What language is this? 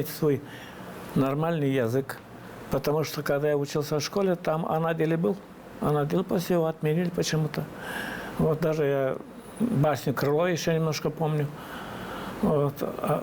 Gagauz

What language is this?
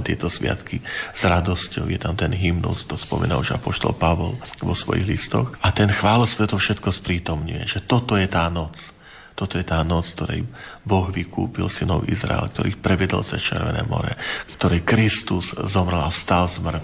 Slovak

